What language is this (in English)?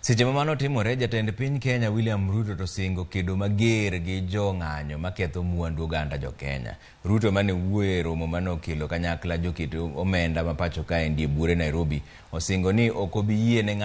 Luo (Kenya and Tanzania)